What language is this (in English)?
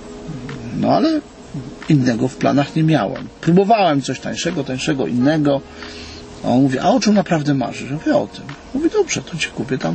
Polish